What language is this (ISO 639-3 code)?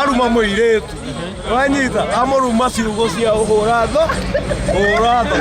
kik